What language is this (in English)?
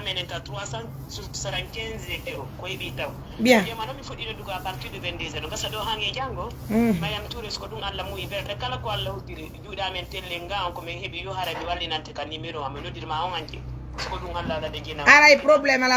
Fula